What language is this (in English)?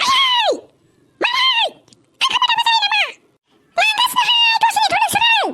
Bodo